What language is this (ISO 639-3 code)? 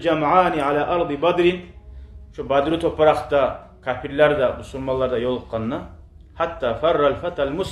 kum